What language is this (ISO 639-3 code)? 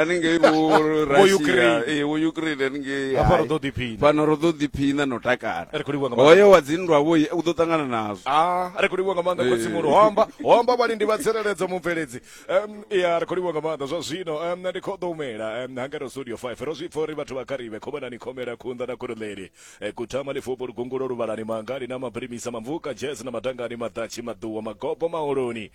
ven